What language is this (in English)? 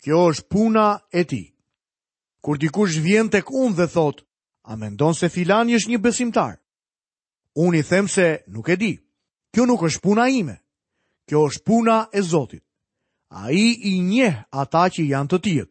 Albanian